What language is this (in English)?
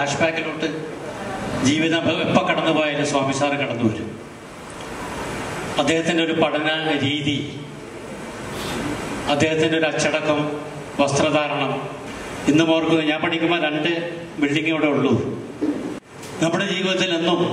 Malayalam